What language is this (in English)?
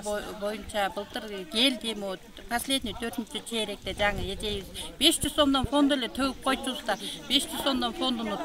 Kyrgyz